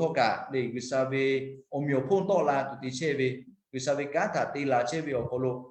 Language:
Lahu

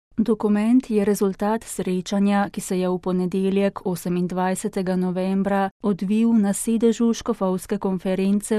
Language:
Slovenian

